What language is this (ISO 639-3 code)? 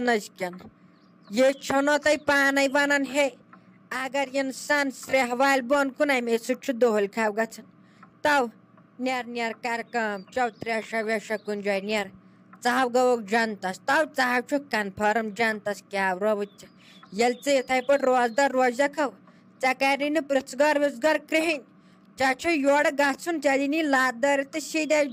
kas